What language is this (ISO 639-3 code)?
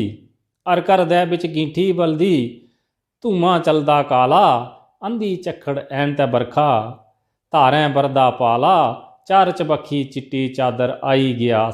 doi